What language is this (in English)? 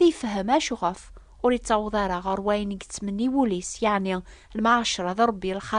Kabyle